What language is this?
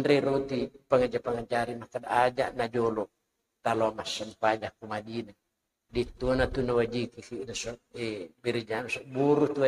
Buginese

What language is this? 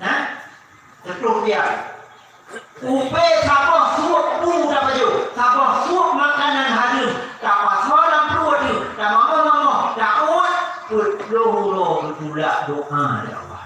Achinese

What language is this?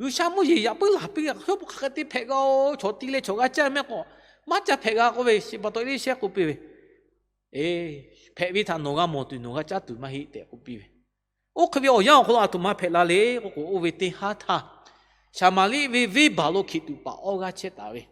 Lahu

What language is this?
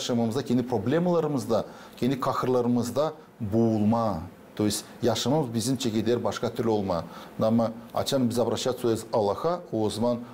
Gagauz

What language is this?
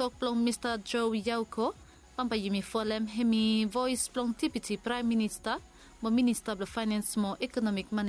Bislama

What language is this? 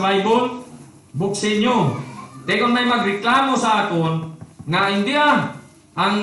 Hiligaynon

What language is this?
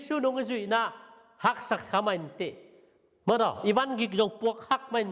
Tedim Chin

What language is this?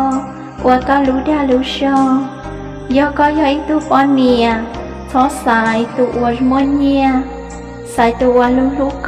Hmong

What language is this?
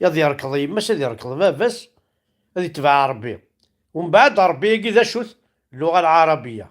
Kabyle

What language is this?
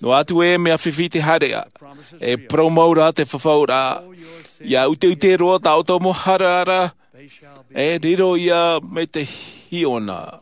Tahitian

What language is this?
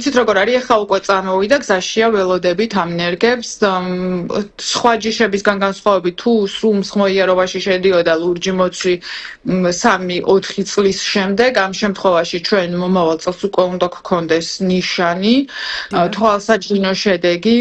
Georgian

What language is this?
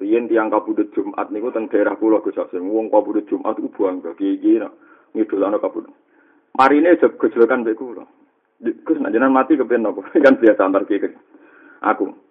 Javanese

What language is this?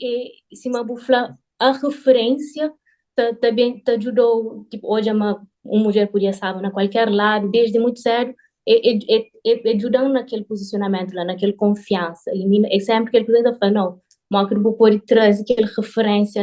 Kabuverdianu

